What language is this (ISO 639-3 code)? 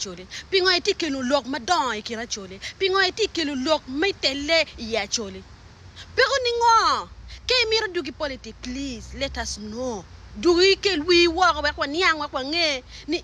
ach